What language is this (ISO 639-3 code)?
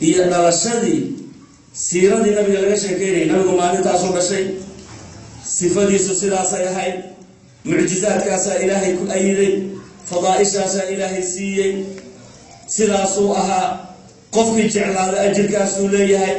som